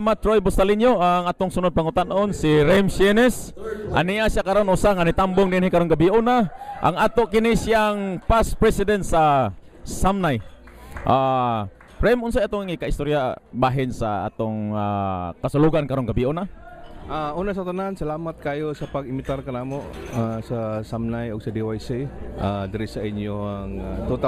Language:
Cebuano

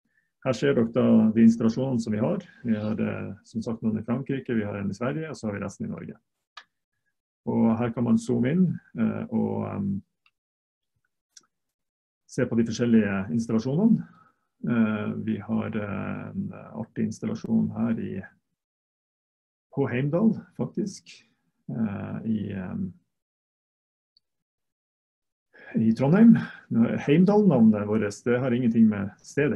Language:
Norwegian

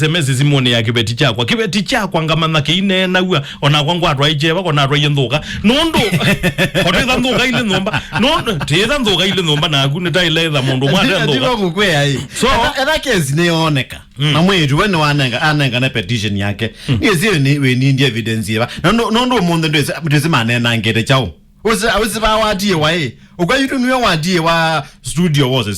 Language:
Kamba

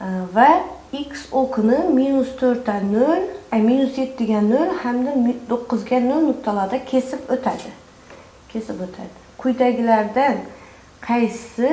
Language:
Uzbek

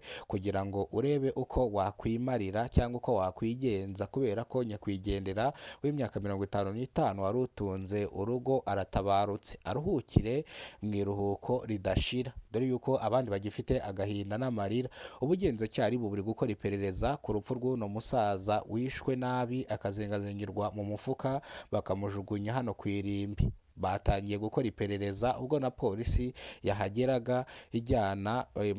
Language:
Kinyarwanda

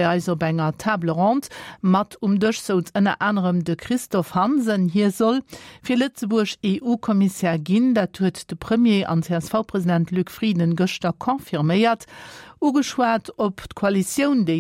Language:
Luxembourgish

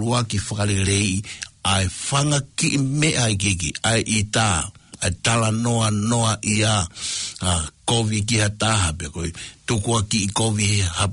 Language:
Tongan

